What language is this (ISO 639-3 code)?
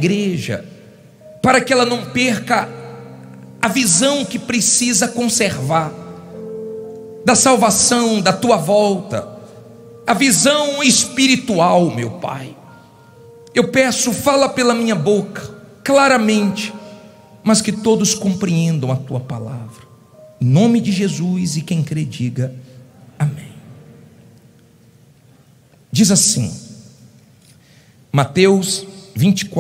por